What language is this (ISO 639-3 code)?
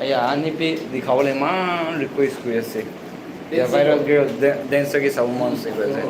nag